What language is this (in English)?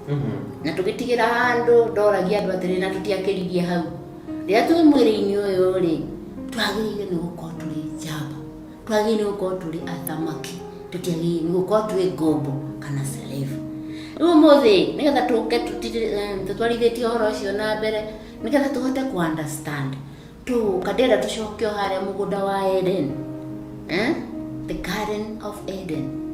Kikuyu